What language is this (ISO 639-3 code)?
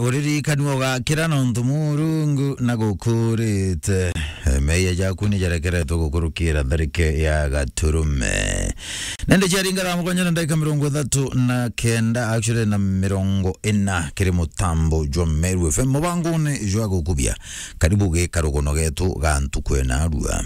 mer